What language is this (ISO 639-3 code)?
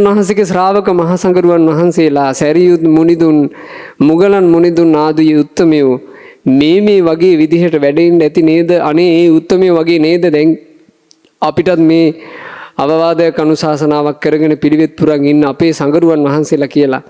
sin